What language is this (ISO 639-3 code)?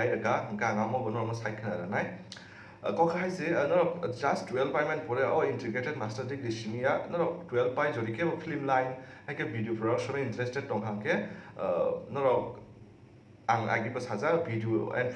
trp